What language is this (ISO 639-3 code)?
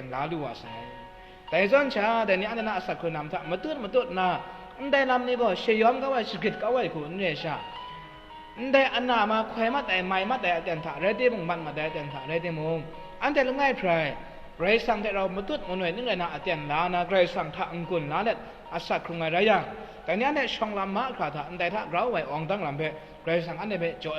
kac